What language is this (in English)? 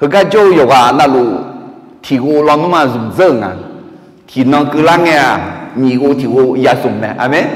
Akha